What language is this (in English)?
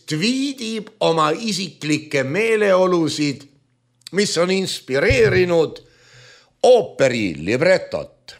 Estonian